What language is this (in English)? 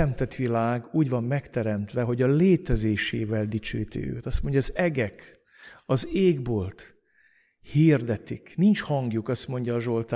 Hungarian